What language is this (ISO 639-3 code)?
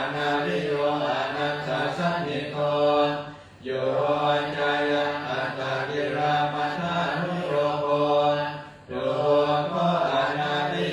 pli